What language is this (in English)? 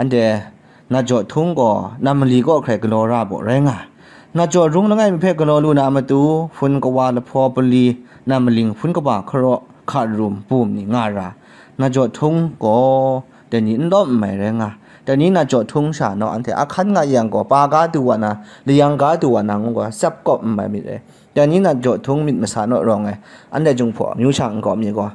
Kachin